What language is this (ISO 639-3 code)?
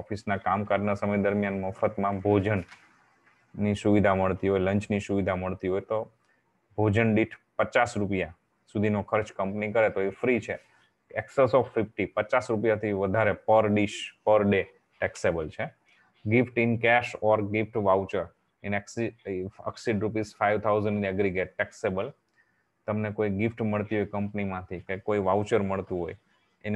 guj